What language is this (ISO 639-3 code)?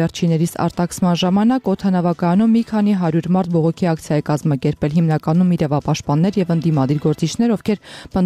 hye